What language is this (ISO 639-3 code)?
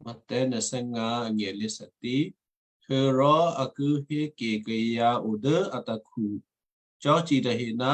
kyu